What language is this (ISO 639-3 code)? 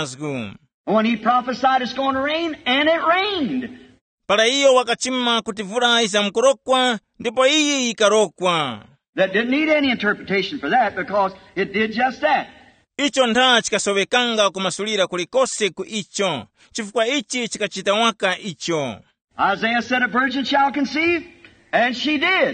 tum